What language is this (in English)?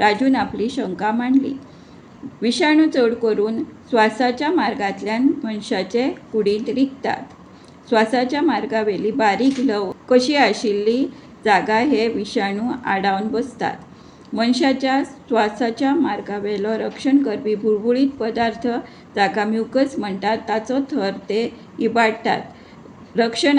Konkani